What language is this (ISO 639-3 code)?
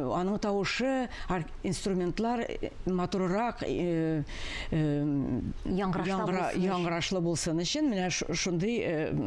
tat